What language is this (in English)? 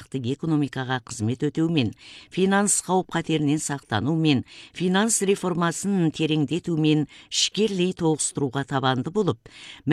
Kazakh